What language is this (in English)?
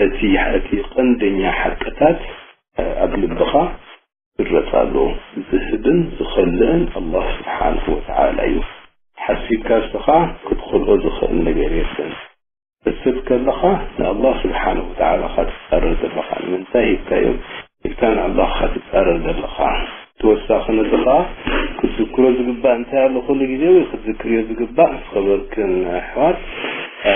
Tigrinya